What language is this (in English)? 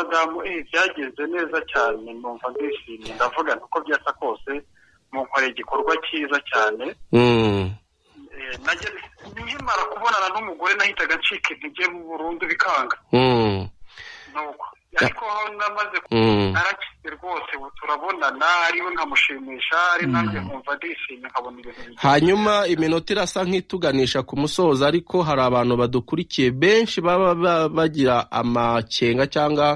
Kinyarwanda